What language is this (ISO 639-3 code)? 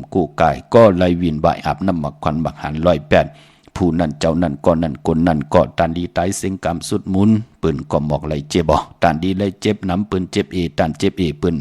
shn